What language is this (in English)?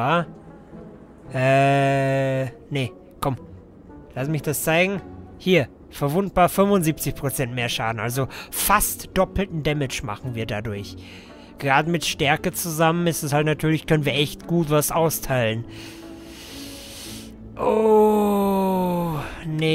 German